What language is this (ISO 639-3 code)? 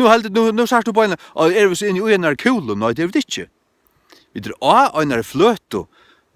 fao